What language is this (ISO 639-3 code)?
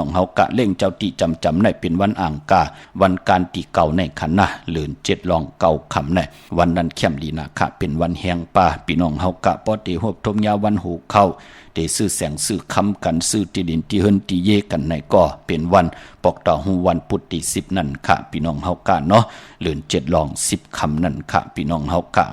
shn